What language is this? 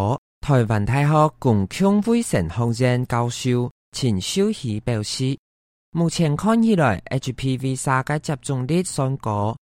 Hakka Chinese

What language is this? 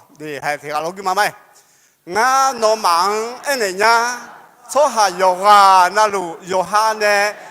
Akha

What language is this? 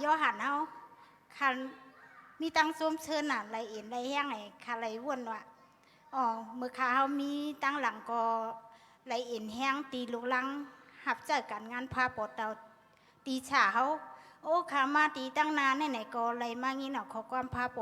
Shan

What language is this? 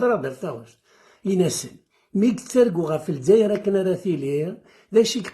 Kabyle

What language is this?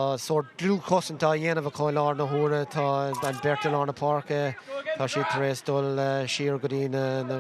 Irish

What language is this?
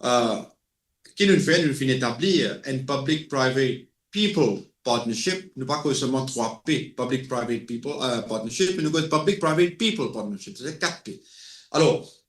Morisyen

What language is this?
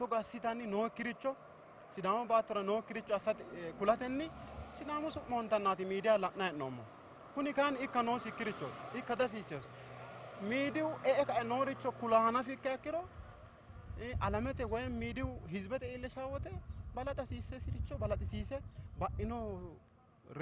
Sidamo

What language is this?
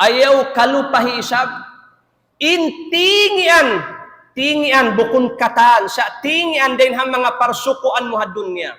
Tausug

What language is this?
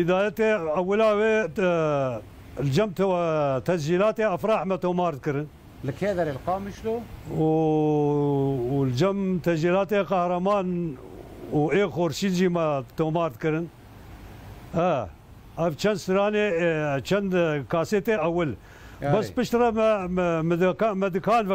Kurdish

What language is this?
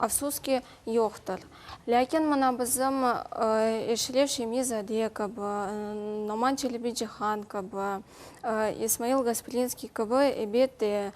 Crimean Tatar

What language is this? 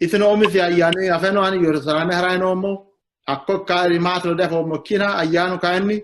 Sidamo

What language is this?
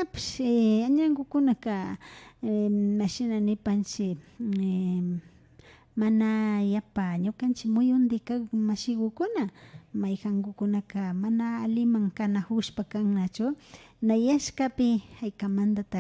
Imbabura Highland Quichua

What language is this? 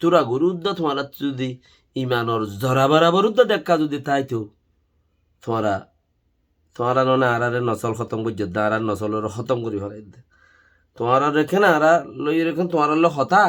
Rohingya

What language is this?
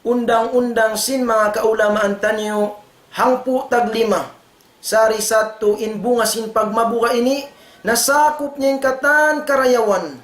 Tausug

